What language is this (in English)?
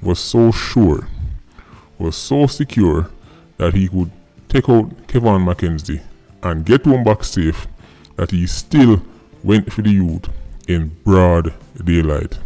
Jamaican Creole English